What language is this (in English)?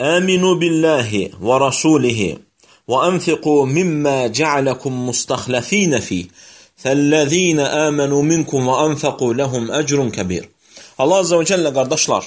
Azerbaijani